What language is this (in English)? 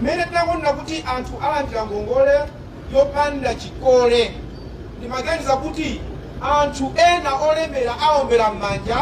Nyanja